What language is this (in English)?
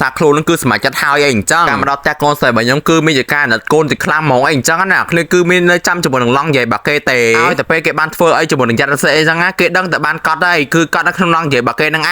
Khmer